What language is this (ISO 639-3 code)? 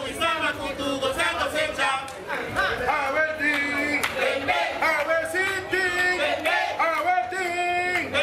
pap